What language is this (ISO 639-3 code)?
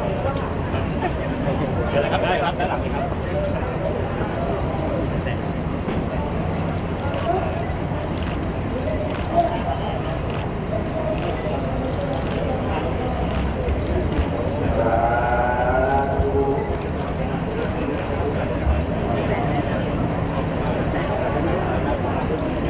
tha